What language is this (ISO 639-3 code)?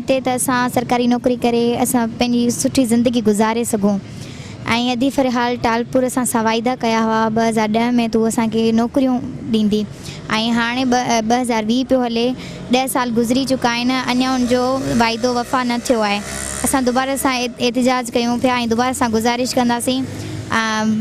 snd